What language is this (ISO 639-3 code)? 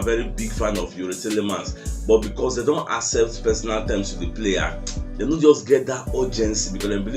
pcm